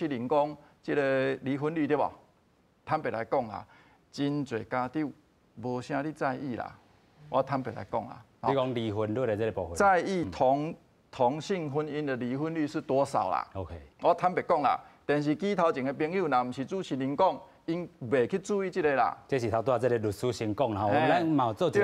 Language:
Min Nan Chinese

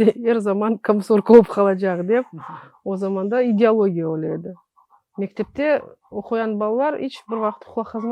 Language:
Crimean Tatar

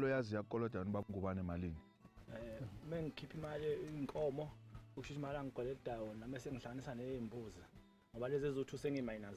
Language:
Zulu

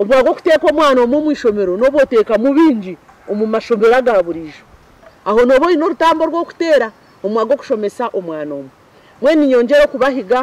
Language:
Nyankole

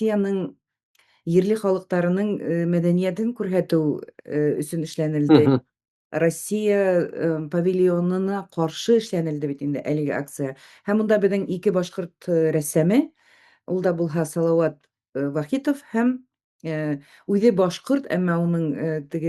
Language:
Bashkir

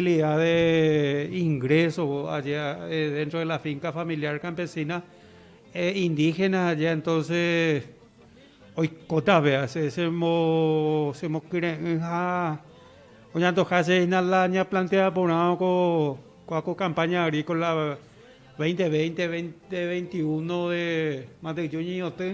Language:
Guarani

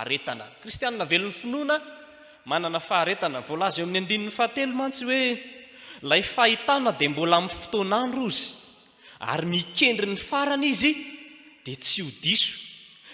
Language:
Malagasy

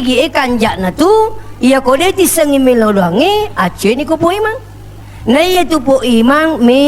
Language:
Buginese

